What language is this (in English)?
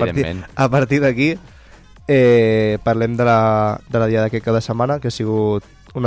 Catalan